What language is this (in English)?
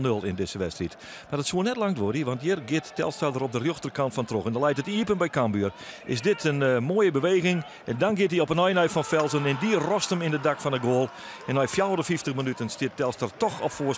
Western Frisian